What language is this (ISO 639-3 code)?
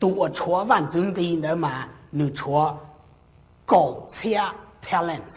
hmn